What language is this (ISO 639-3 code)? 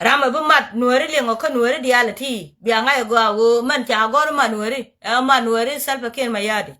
nus